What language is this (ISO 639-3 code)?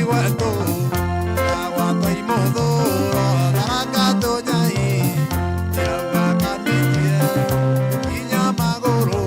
mer